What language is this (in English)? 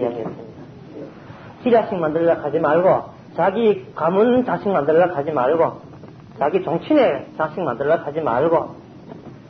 Korean